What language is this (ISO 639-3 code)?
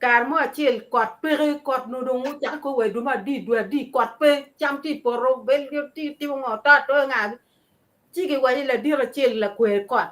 ach